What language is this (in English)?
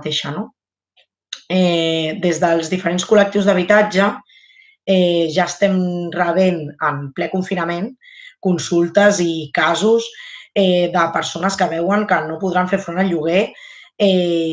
Catalan